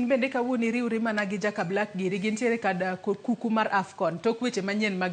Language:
Luo (Kenya and Tanzania)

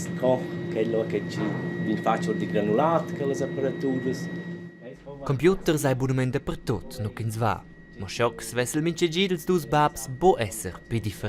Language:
Romansh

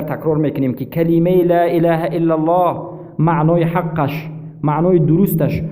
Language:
Persian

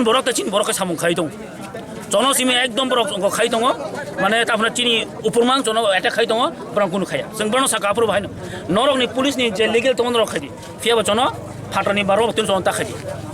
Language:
Kok Borok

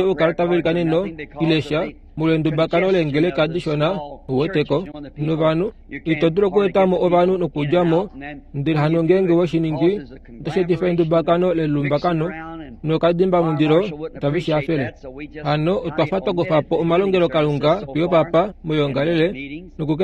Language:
Kuanyama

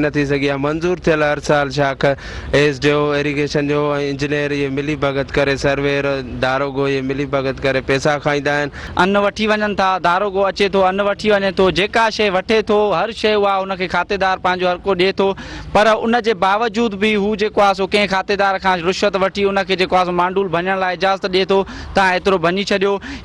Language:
Sindhi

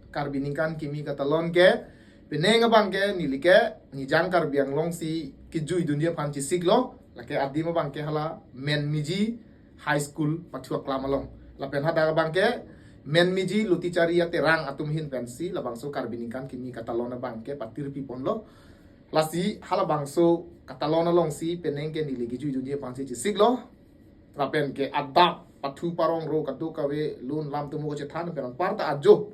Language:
Karbi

